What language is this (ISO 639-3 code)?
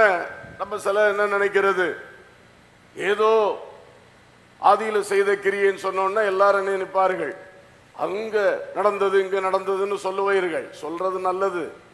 tam